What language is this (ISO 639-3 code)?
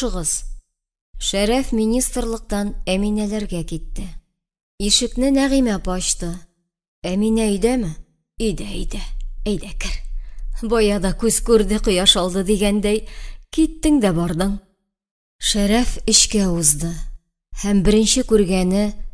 tat